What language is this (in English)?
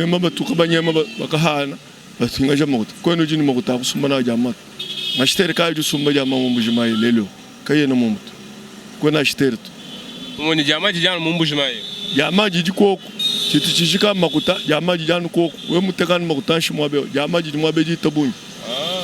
Luba-Lulua